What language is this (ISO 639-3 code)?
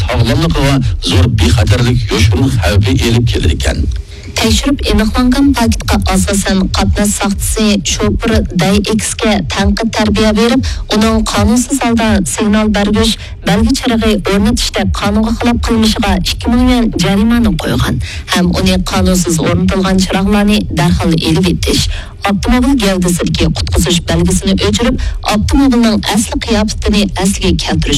uig